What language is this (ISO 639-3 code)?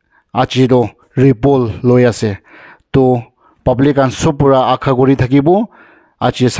nag